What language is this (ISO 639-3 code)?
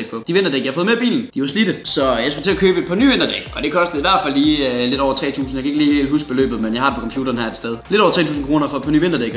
dan